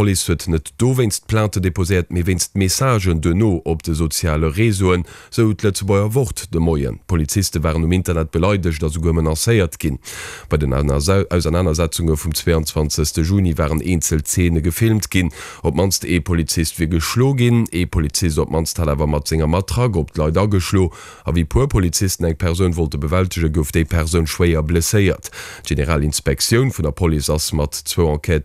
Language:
Luxembourgish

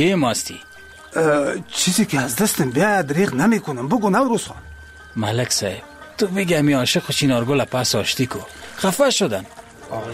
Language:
Persian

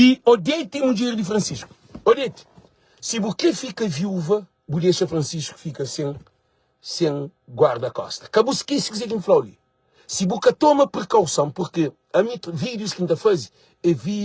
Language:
Kabuverdianu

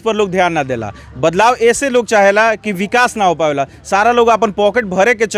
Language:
Bhojpuri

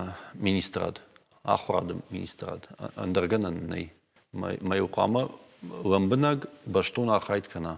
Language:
Ossetic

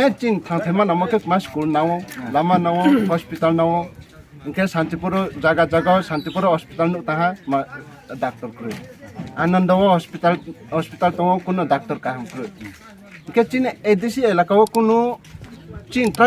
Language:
Kok Borok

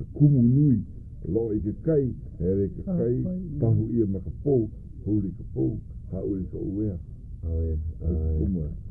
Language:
Hawaiian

